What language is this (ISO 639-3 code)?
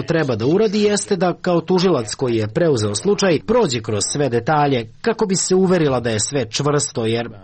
srp